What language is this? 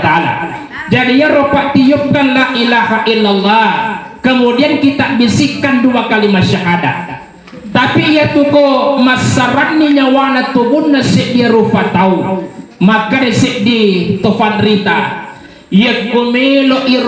Buginese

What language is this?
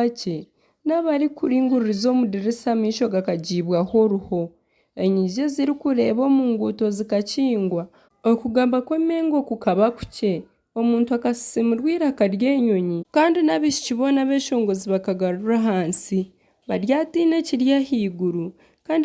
Nyankole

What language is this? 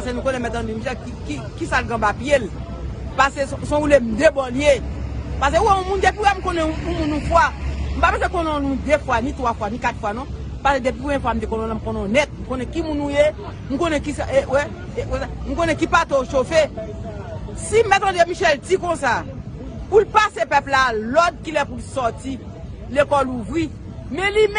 Haitian Creole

